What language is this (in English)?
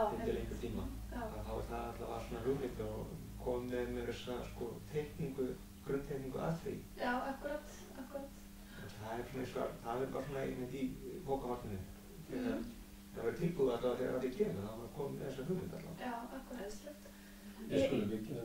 Icelandic